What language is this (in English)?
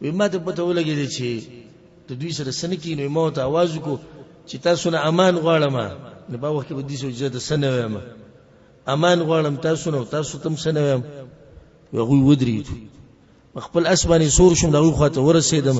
Pashto